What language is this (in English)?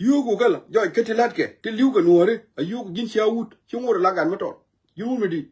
Nuer